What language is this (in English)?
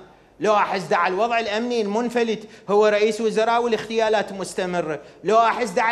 Mesopotamian Arabic